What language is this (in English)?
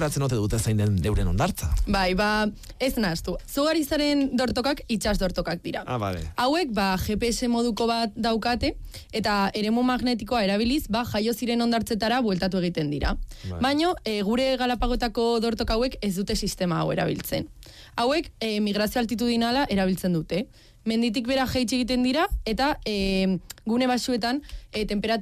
Basque